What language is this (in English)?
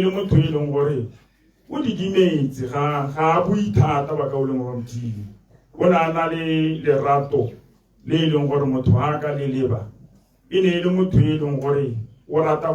Tswana